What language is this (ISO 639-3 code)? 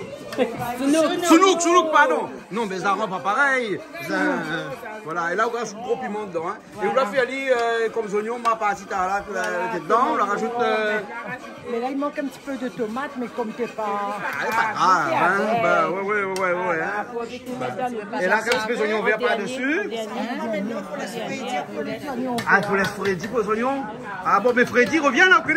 rcf